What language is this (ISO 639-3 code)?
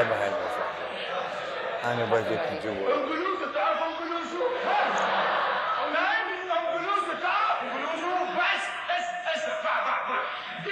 acm